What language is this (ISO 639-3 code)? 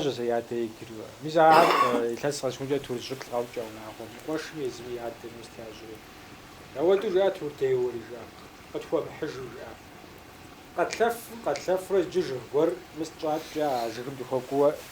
kbd